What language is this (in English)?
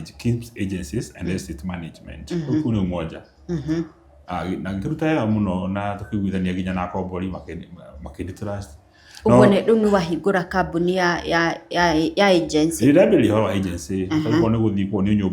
Kikuyu